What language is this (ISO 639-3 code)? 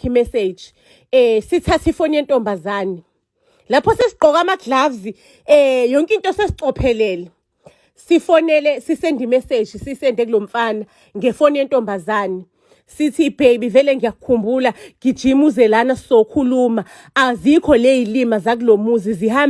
zul